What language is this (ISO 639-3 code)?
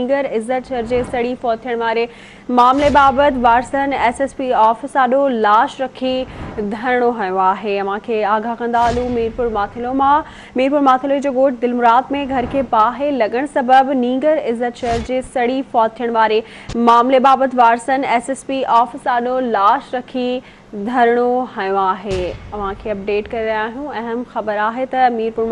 snd